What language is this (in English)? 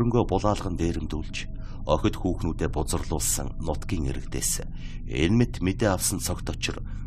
Mongolian